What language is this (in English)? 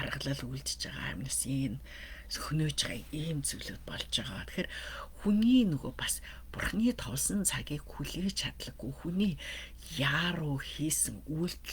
Mongolian